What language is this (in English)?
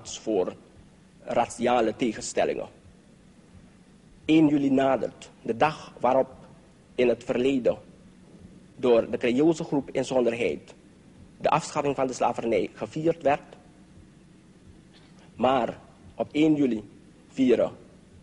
Dutch